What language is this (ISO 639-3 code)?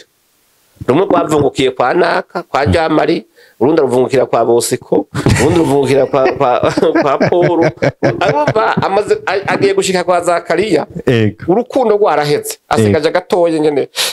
run